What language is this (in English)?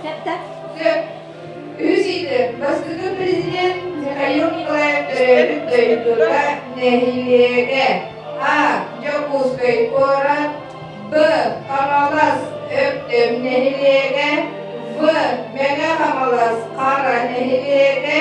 Yakut